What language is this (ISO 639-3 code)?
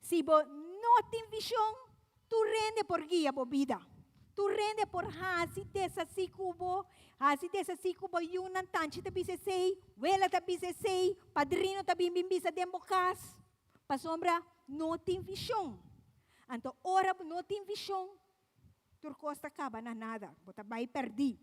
pap